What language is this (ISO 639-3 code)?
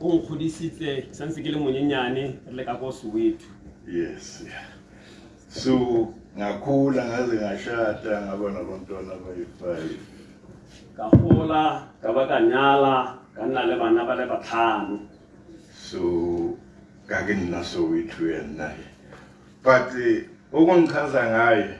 tsn